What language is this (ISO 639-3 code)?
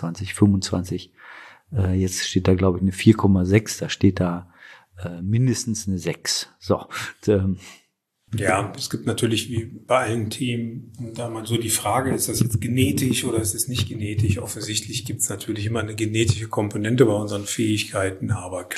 deu